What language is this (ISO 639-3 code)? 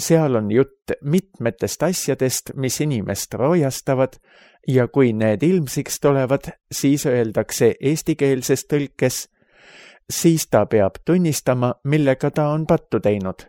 est